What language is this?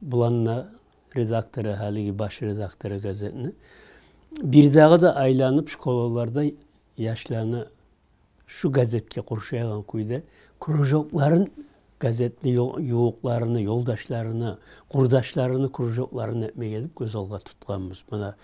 Kumyk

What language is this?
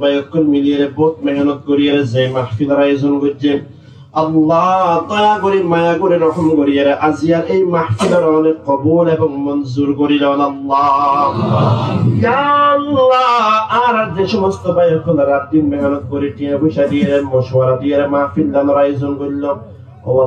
Rohingya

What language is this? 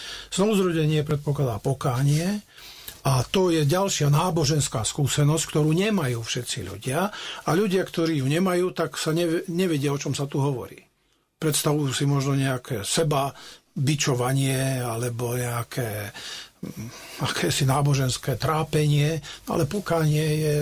Slovak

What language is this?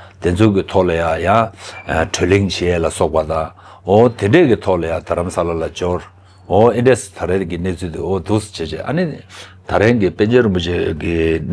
Tibetan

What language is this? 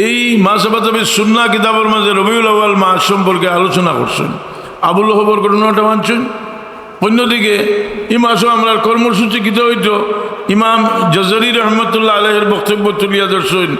Sylheti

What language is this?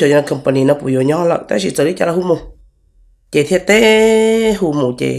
Hmong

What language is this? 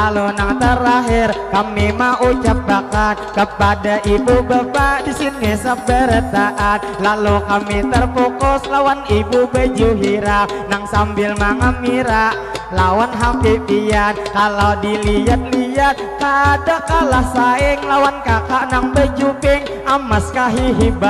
Banjar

